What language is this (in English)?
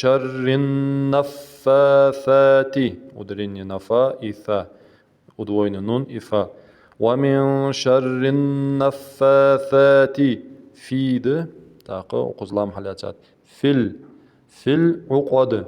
Ingush